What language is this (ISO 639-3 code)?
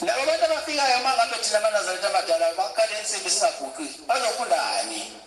zul